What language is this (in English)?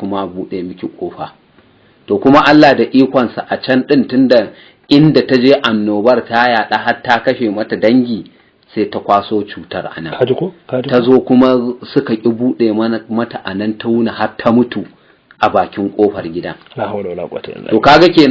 Hausa